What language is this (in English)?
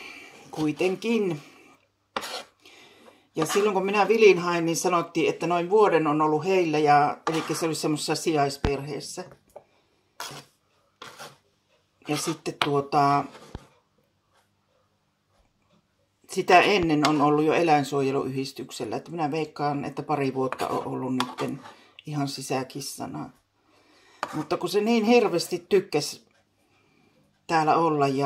Finnish